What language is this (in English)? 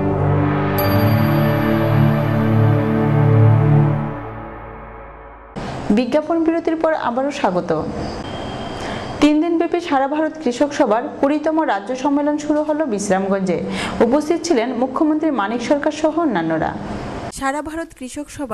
Bangla